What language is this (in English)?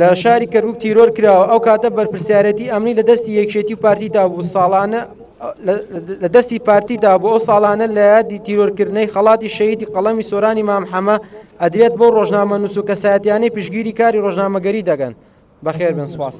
Central Kurdish